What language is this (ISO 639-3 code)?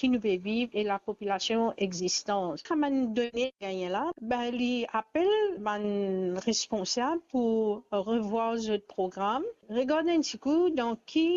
mfe